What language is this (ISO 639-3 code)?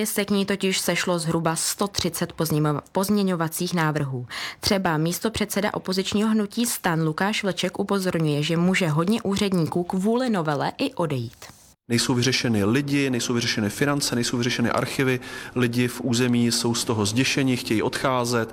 ces